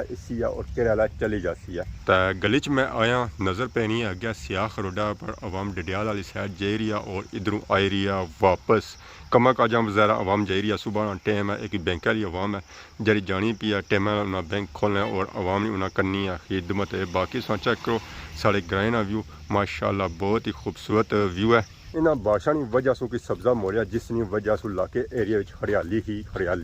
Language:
Pahari-Potwari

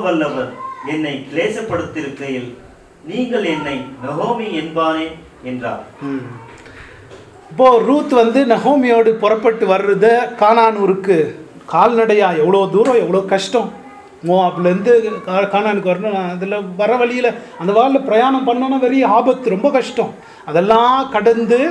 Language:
Tamil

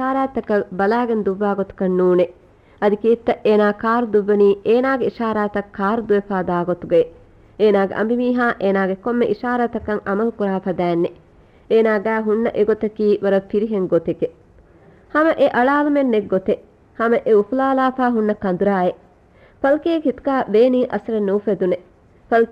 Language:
Divehi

